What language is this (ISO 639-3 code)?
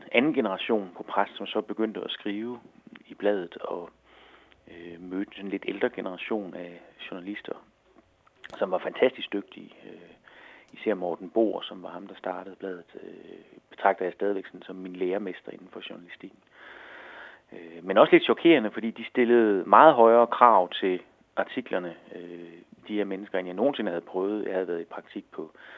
dan